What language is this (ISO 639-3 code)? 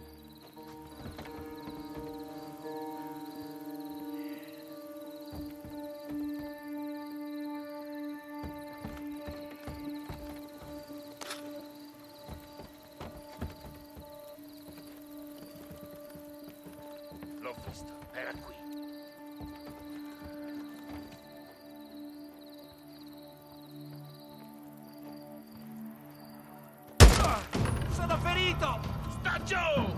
ita